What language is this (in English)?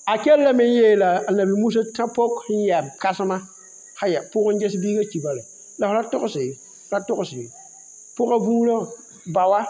Mossi